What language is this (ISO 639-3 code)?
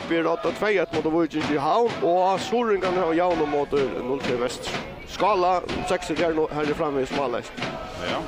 fao